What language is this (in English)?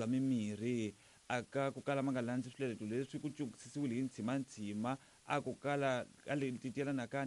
Tsonga